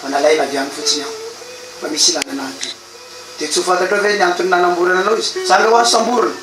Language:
Malagasy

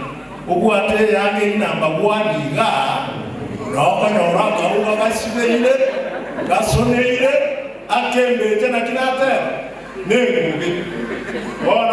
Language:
Gusii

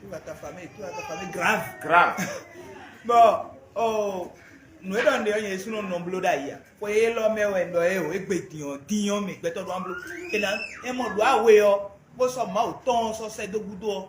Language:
Fon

